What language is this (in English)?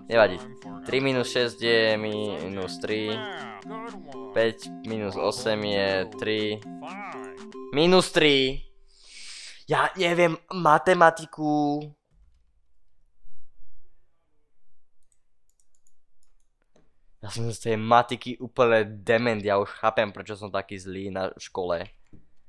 Slovak